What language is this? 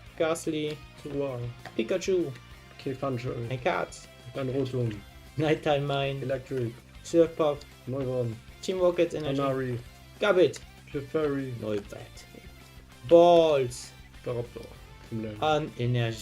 Luxembourgish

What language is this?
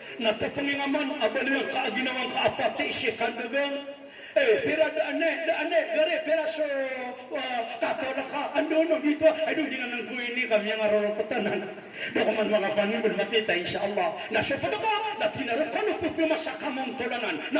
Maranao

